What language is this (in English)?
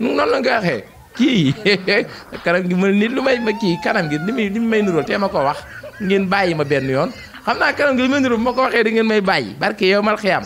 Wolof